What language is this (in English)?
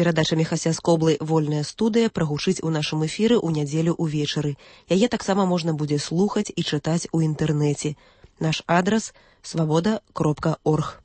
Belarusian